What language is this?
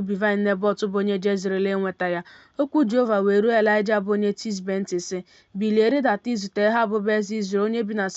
Igbo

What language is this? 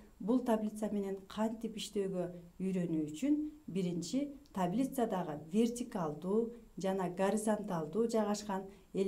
Kyrgyz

